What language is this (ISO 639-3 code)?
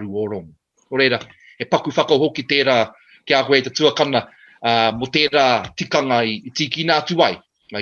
mri